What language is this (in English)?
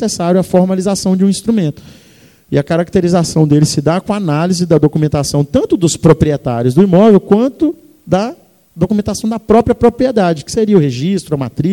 Portuguese